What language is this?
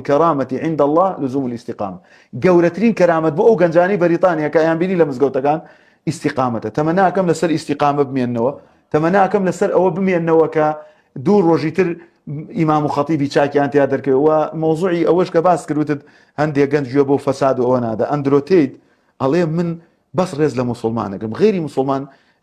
Central Kurdish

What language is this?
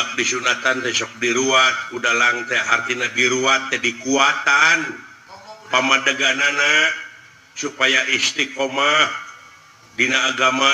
Sundanese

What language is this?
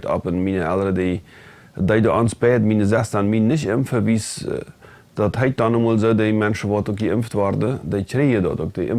Plautdietsch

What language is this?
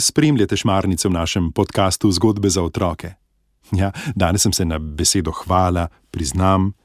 Slovenian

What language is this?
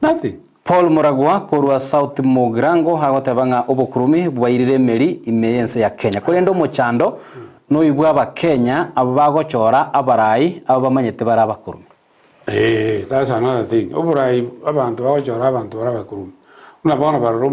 Gusii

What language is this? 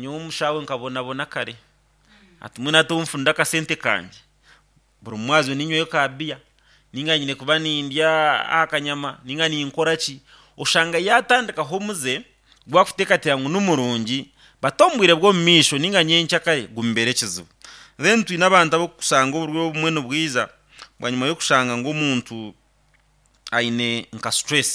Nyankole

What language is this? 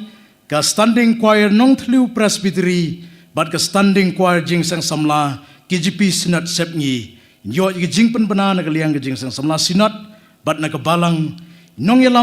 Khasi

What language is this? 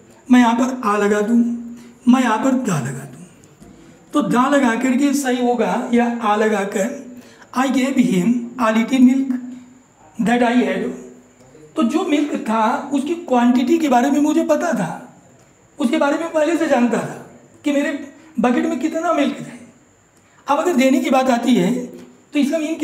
Hindi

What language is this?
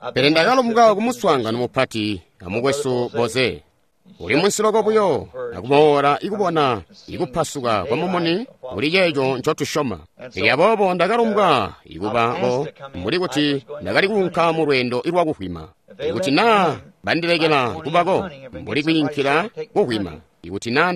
Tonga (Zambia)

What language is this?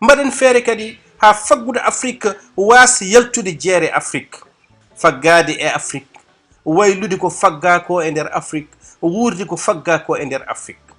Fula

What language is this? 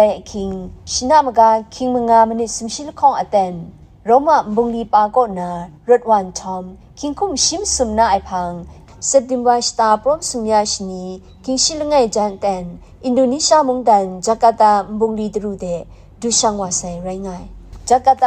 Kachin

